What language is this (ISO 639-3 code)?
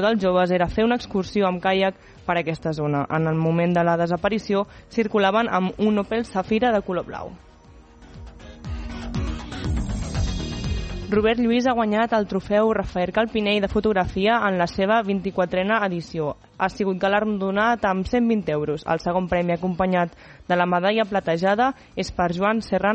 cat